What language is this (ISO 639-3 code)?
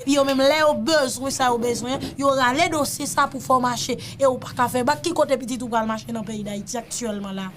hat